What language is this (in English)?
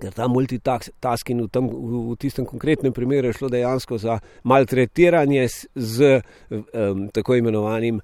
Slovenian